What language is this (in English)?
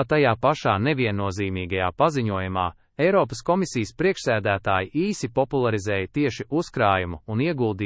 Latvian